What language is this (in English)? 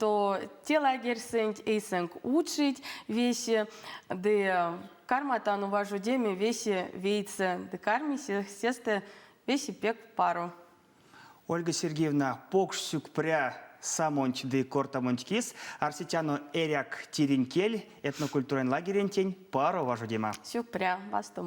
Erzya